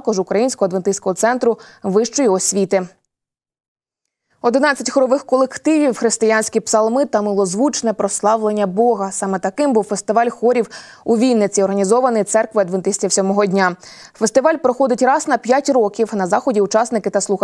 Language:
Ukrainian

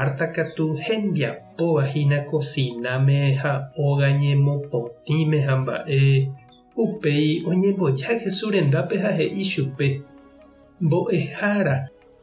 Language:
Guarani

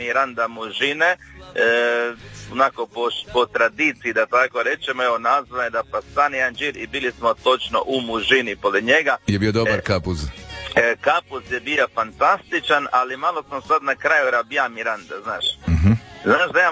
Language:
Croatian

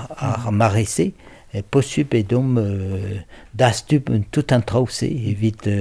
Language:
Breton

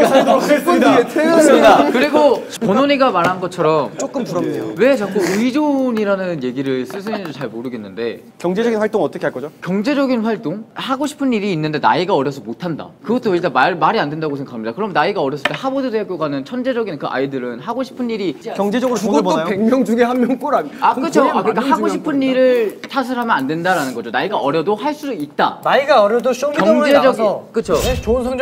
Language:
Korean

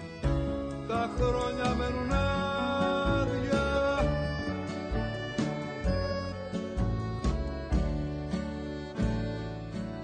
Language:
Greek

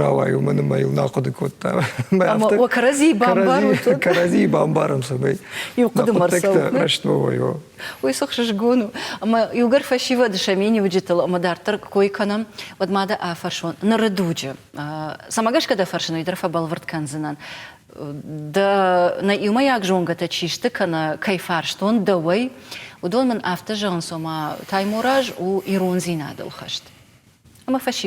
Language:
Ossetic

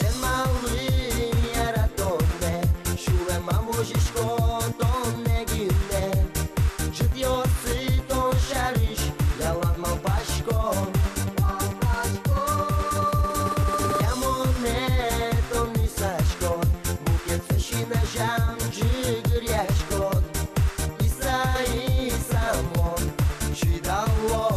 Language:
Udmurt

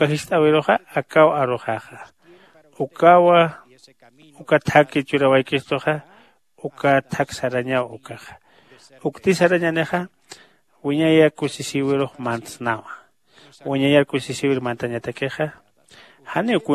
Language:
Aymara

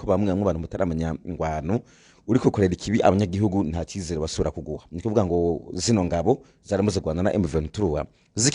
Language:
Rundi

